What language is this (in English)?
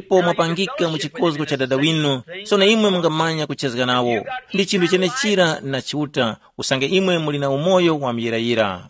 Tumbuka